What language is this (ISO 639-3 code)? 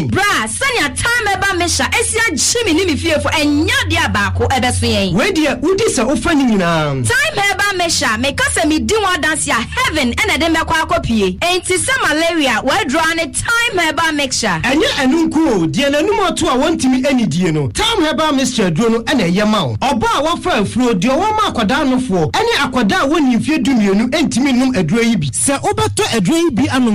aka